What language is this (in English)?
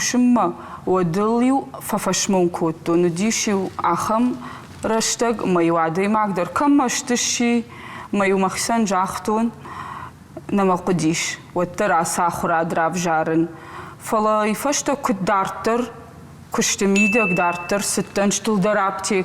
Ossetic